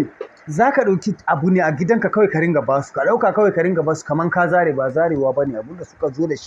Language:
Hausa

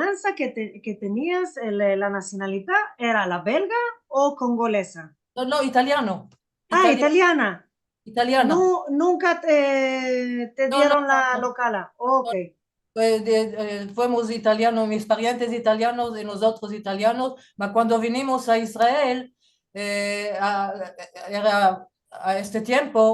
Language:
Ladino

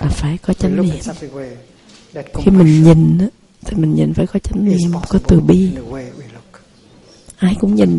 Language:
Vietnamese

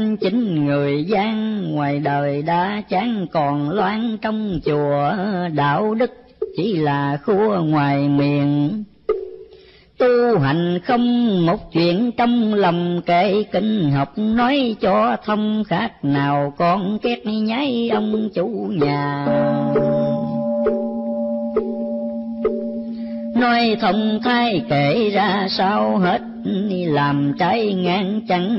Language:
Vietnamese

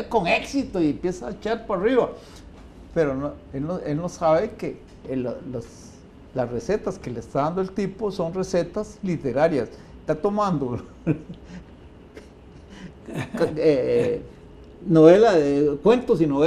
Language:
Spanish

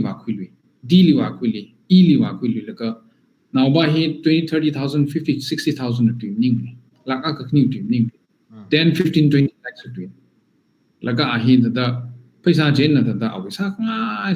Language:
Tangkhul Naga (India)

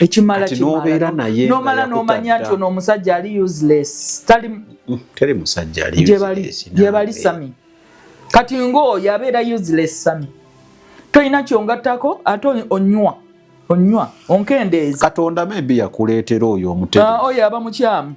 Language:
Ganda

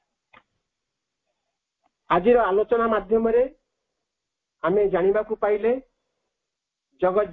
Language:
Odia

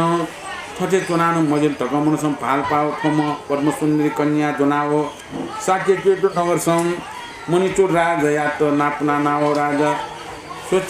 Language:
Newari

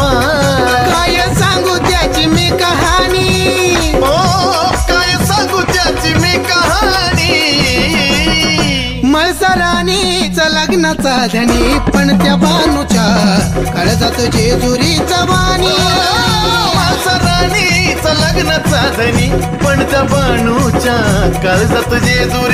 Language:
Marathi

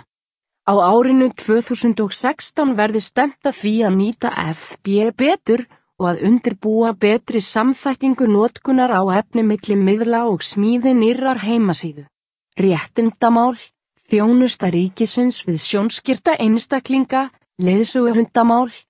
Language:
Icelandic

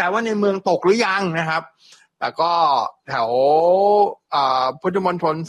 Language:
Thai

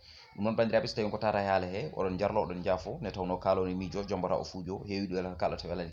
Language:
Fula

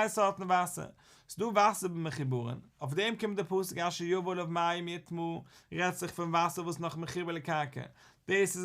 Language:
Yiddish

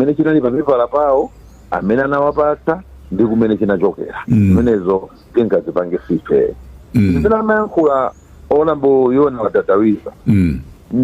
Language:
Nyanja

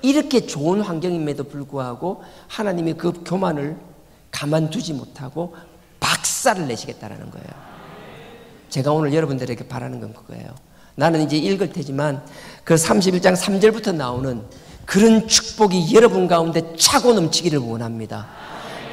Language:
Korean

